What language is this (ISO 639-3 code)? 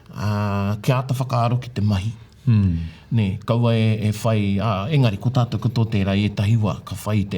mri